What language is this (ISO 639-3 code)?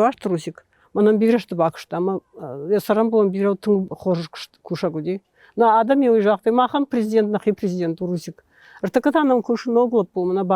oss